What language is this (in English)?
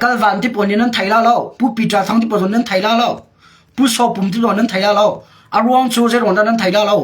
Hakha Chin